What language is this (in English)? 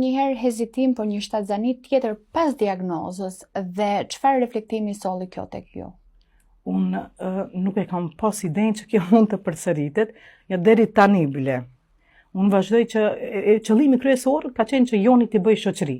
Albanian